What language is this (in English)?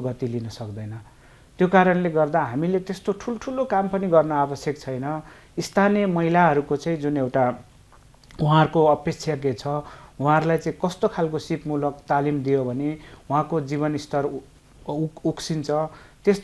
Nepali